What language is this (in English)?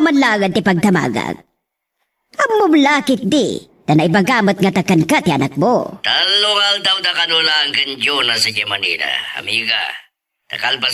Iloko